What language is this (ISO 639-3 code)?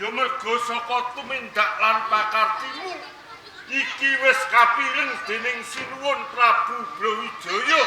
jav